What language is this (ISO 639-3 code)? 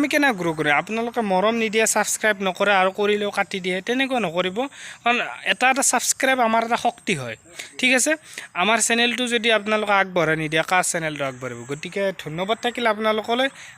asm